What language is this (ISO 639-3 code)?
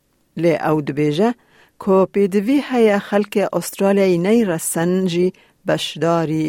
kur